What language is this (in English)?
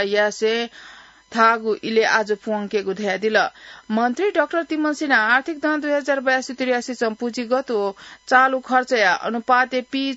Newari